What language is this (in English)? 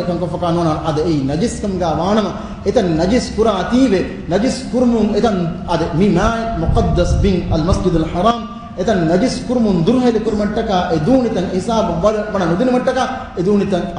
Divehi